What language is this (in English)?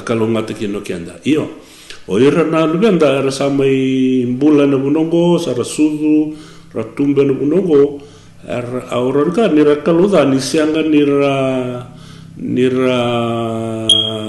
Fijian